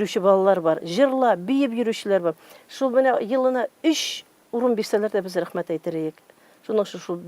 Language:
Tatar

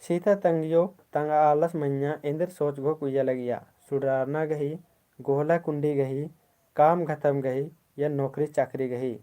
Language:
Kurukh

